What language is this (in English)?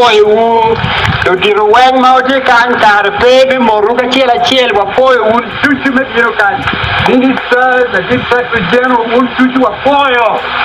Acoli